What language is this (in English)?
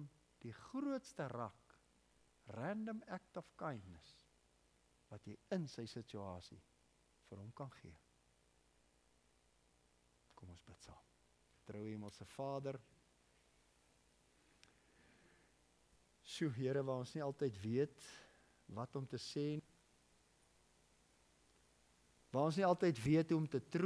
Afrikaans